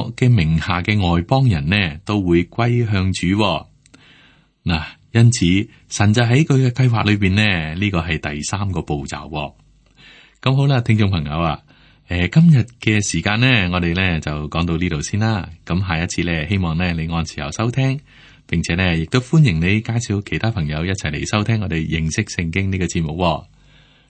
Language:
Cantonese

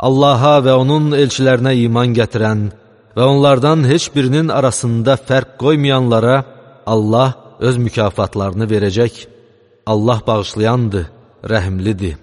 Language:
Azerbaijani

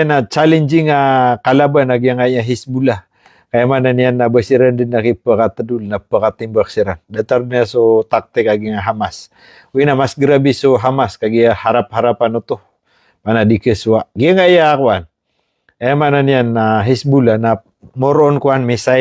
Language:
Maranao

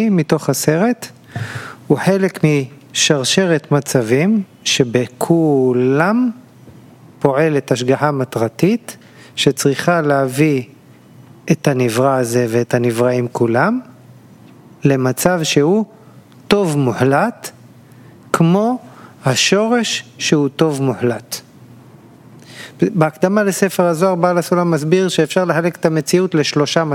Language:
Hebrew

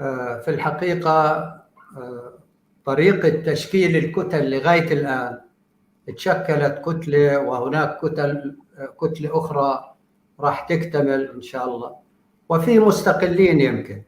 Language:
North Levantine Arabic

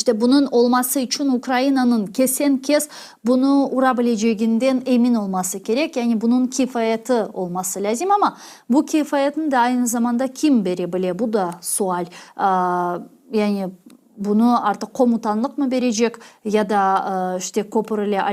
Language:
Crimean Tatar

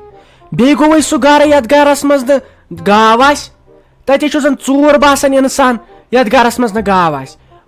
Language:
Kashmiri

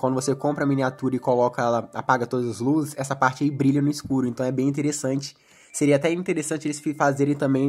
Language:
Portuguese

